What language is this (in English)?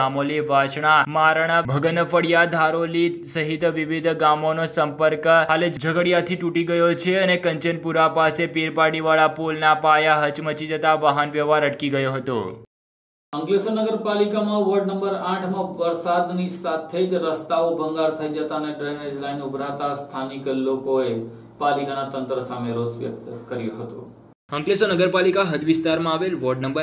Gujarati